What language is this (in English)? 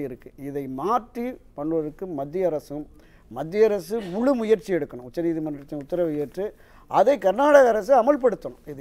Tamil